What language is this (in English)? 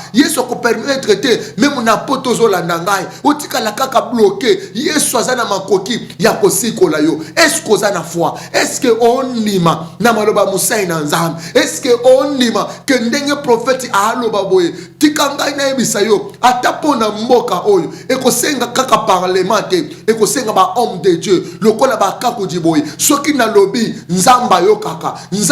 Lingala